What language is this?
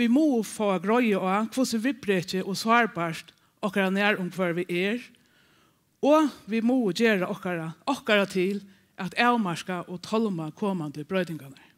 Faroese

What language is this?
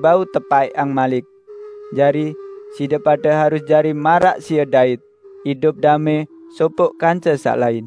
Sasak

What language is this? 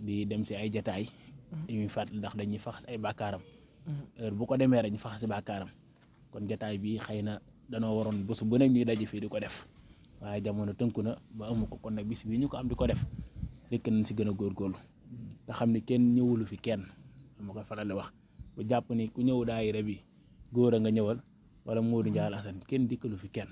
Wolof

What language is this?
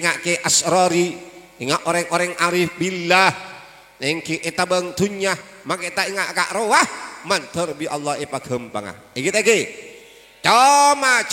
Madurese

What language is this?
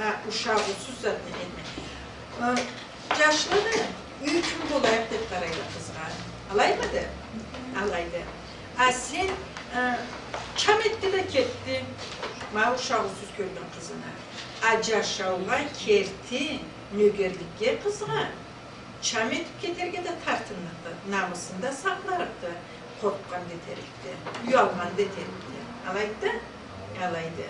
Karachay-Balkar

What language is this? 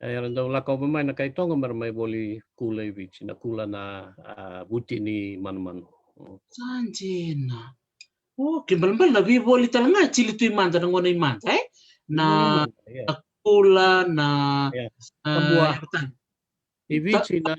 Fijian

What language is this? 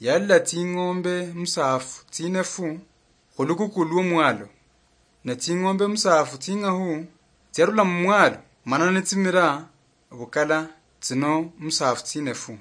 Luyia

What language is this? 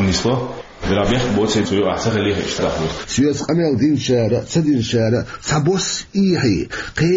Chechen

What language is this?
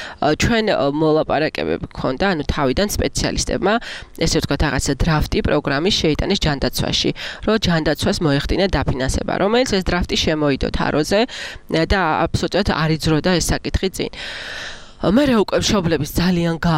Georgian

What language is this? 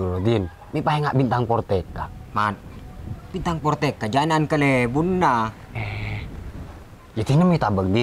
Madurese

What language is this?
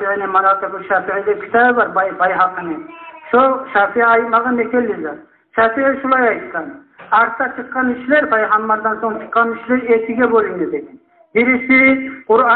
Kumyk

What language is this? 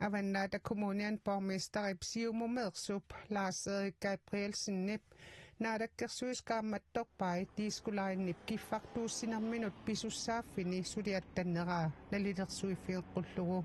Kalaallisut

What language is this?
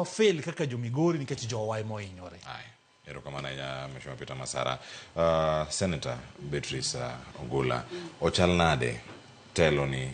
Luo (Kenya and Tanzania)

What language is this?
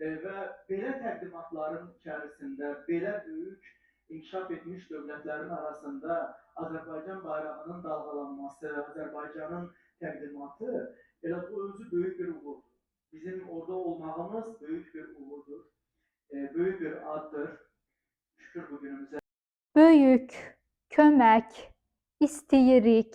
Azerbaijani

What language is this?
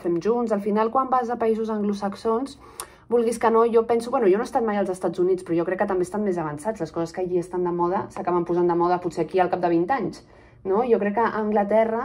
Catalan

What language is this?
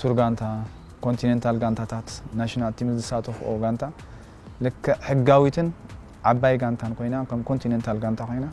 Tigrinya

